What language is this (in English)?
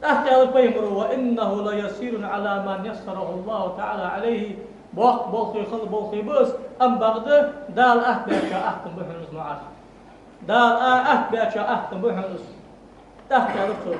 Ingush